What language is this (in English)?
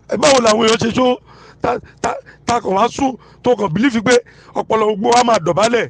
Yoruba